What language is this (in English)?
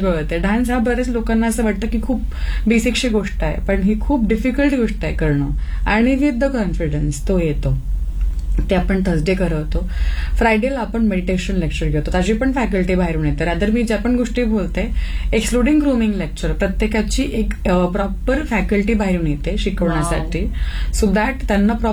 Marathi